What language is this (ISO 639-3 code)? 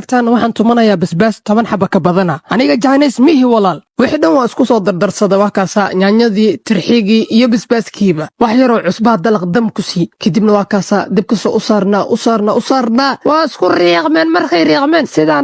som